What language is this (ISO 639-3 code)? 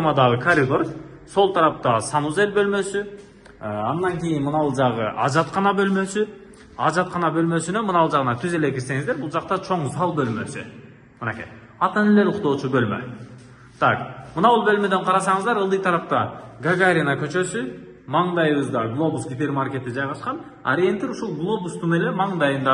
kir